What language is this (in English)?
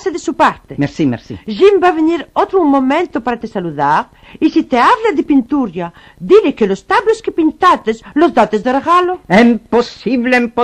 Ladino